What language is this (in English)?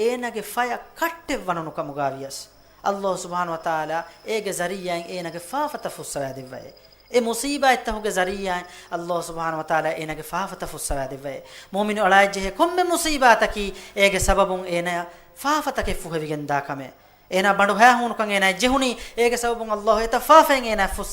Divehi